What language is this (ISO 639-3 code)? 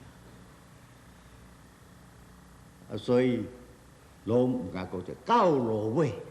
nan